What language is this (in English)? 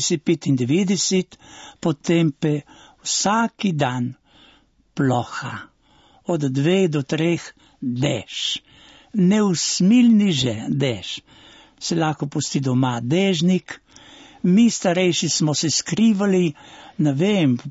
Slovenian